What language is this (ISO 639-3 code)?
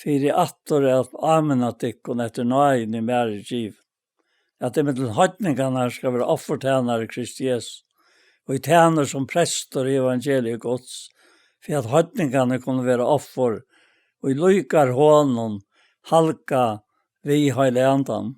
fao